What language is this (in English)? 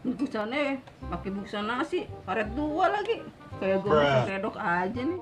Betawi